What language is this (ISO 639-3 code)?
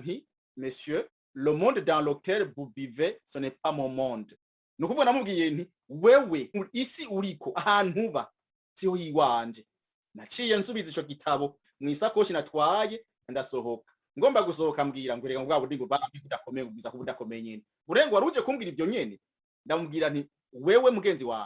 run